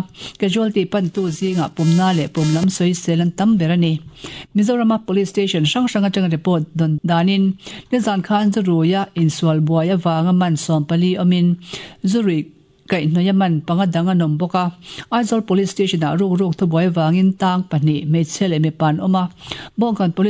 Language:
Mizo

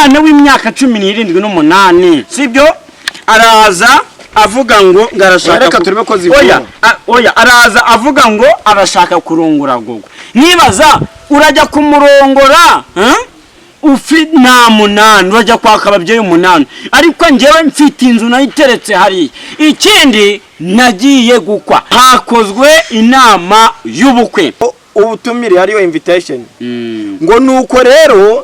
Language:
Kinyarwanda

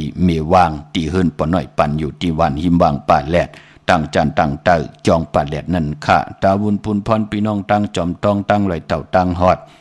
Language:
Shan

